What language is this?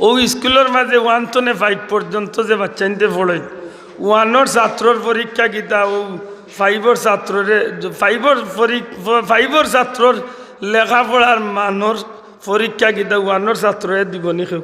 Sylheti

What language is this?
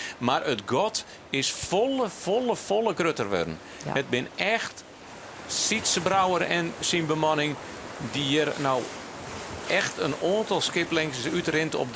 Western Frisian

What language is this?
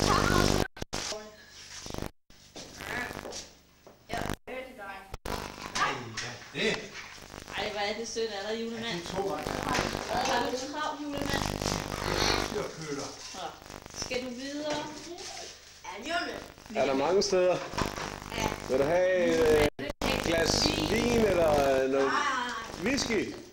Danish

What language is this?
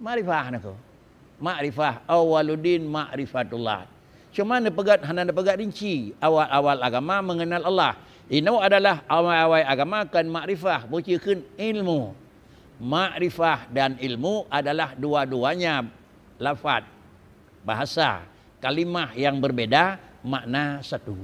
Achinese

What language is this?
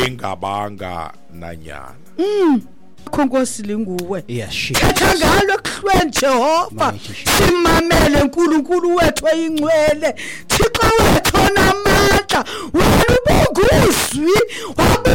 Xhosa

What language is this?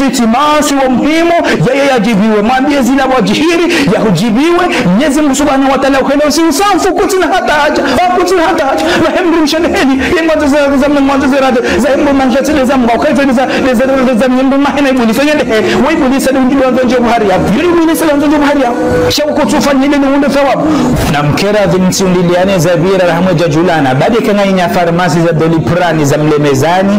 Ngazidja Comorian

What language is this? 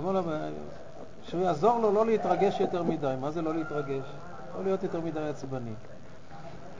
Hebrew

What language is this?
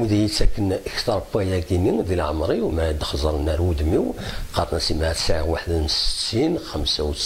Kabyle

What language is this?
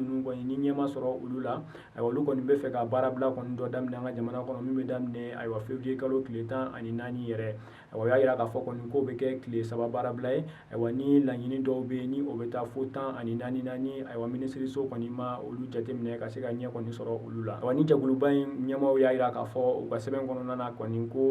Bambara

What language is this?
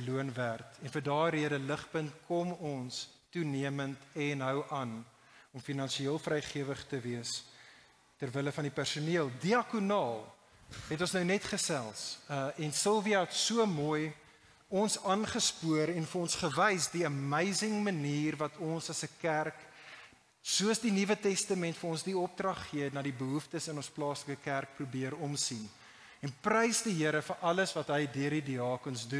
Afrikaans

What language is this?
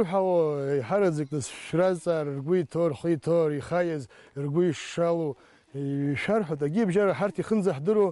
Abkhazian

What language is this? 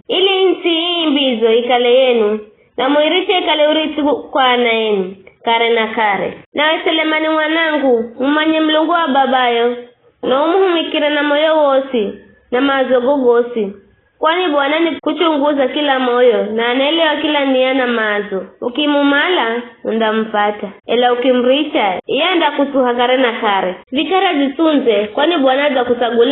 Giryama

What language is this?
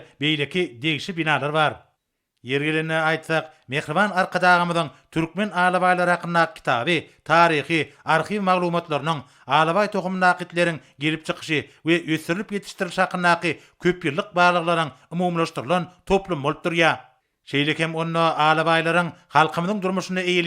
Turkmen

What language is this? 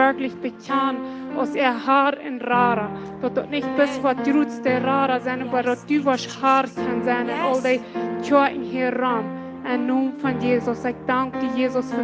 Plautdietsch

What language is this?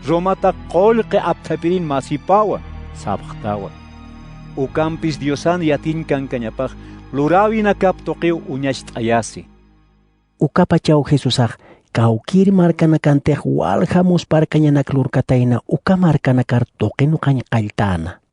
Aymara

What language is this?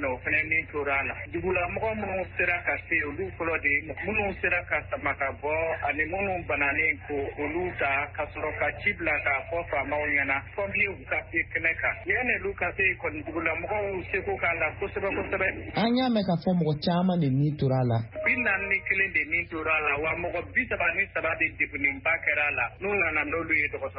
Bambara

